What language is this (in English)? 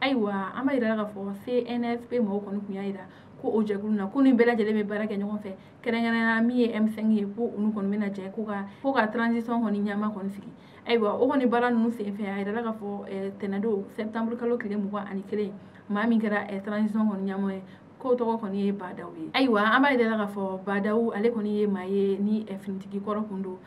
Bambara